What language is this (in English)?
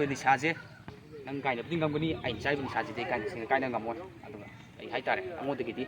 Manipuri